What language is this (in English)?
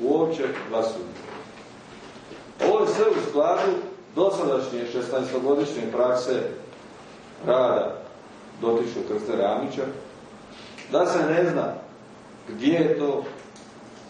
Croatian